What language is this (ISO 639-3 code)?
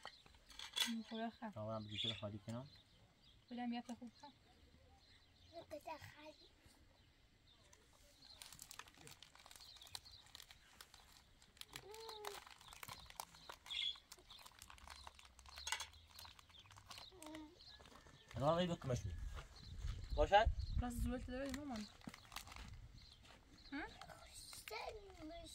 fas